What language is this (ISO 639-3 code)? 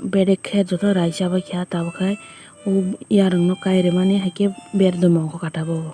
trp